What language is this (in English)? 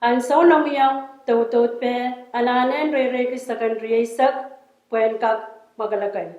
Pohnpeian